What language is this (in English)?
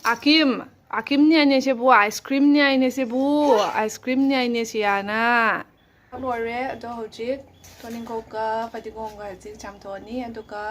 Manipuri